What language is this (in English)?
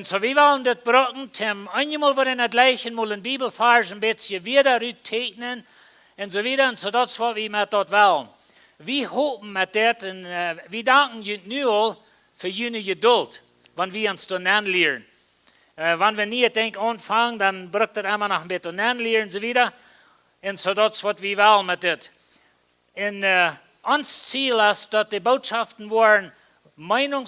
Plautdietsch